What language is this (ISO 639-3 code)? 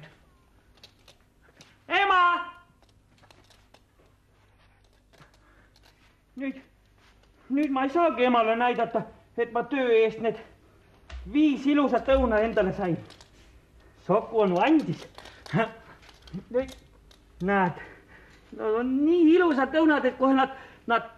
est